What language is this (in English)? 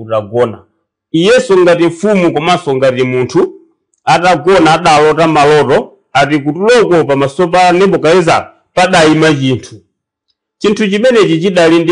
Nyanja